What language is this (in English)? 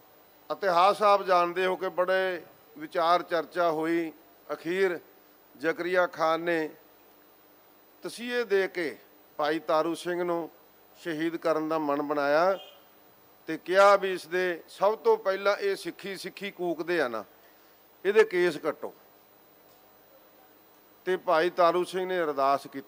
Punjabi